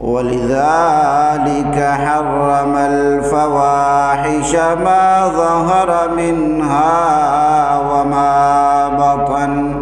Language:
Eastern Balochi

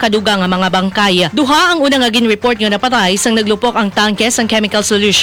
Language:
Hiligaynon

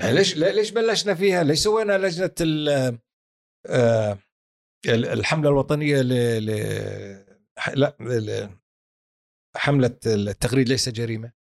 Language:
Gulf Arabic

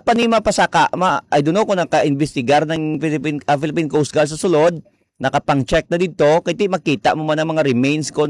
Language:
Hiligaynon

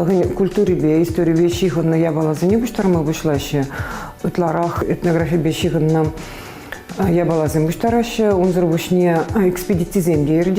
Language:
Chuvash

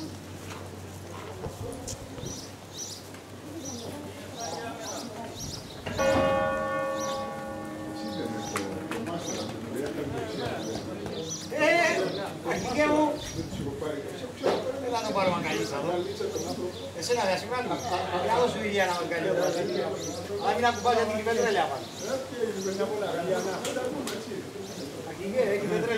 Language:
Greek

